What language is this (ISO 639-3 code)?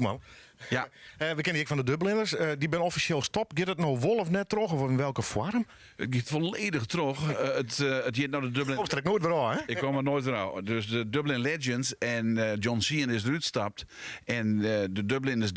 fry